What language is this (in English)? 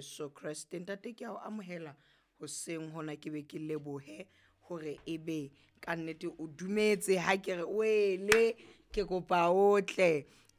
Southern Sotho